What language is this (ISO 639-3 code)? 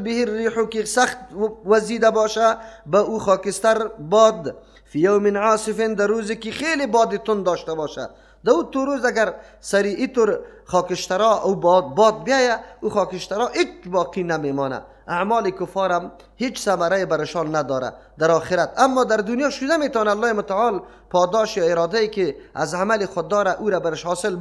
fas